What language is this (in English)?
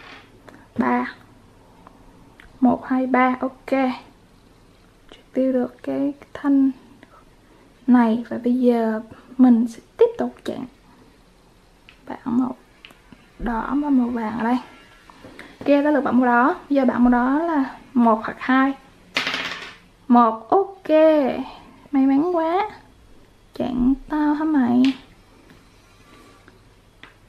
Vietnamese